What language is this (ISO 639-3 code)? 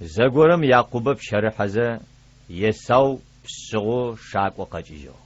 ady